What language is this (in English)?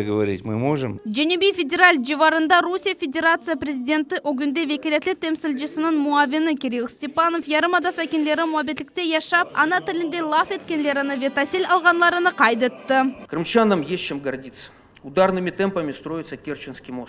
Crimean Tatar